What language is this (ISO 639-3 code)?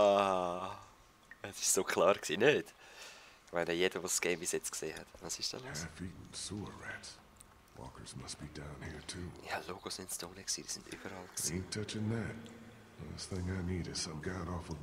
gsw